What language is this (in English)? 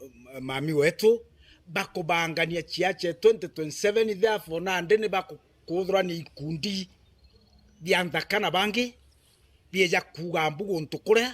Meru